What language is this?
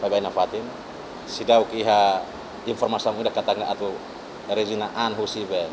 Tetum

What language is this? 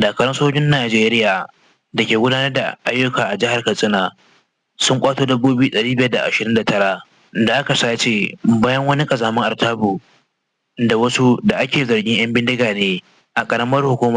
Hausa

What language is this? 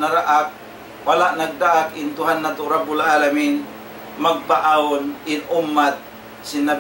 Tausug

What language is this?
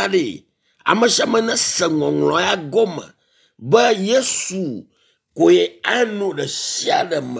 Ewe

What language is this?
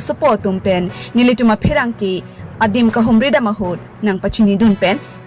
Karbi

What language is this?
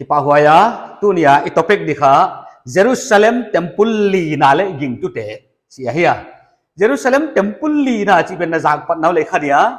Paite Chin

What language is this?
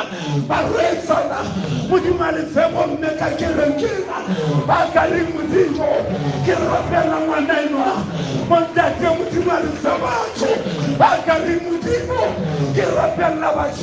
Southern Sotho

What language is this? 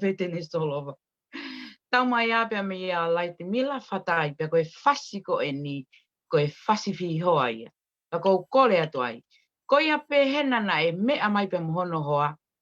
Tongan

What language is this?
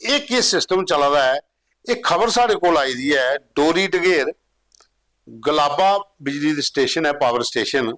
Dogri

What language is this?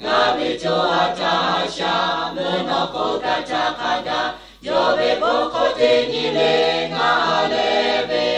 Lahu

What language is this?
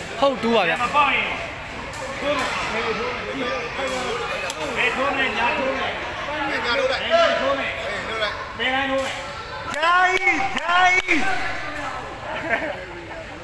Burmese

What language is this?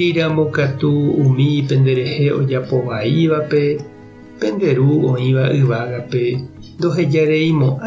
Guarani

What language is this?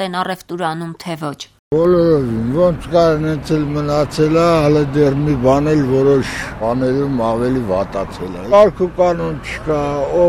Armenian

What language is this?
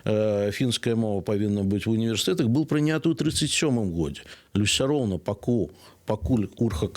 Belarusian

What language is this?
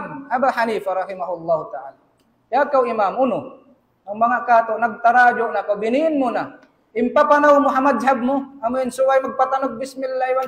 Tausug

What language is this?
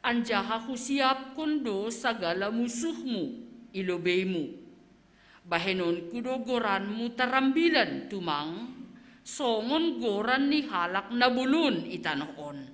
Batak Simalungun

